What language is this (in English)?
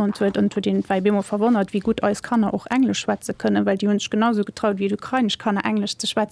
Luxembourgish